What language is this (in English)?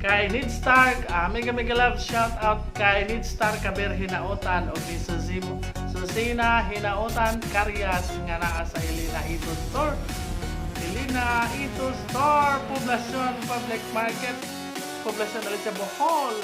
Cebuano